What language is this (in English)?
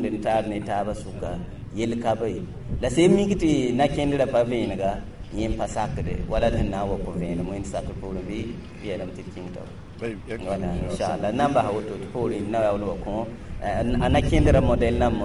Mossi